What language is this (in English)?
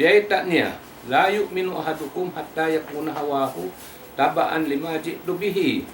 Tausug